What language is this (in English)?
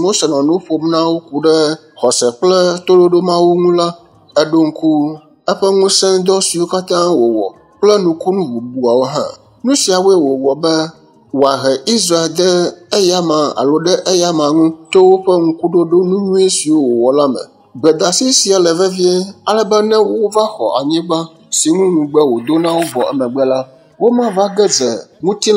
Ewe